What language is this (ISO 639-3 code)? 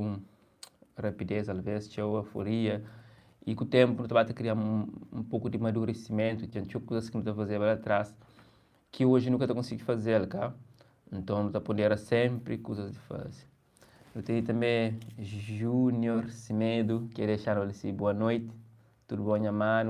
kea